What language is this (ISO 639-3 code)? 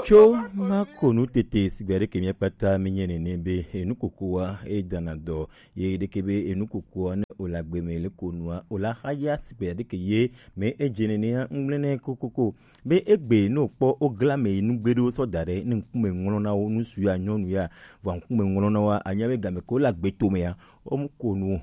gej